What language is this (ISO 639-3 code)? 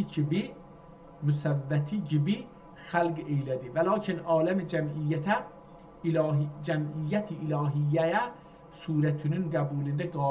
azb